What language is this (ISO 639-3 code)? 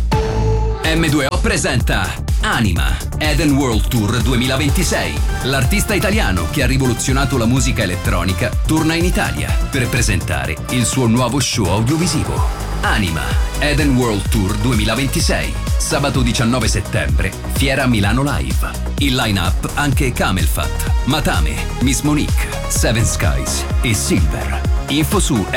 ita